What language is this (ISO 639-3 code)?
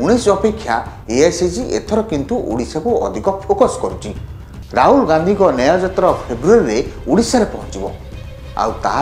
ori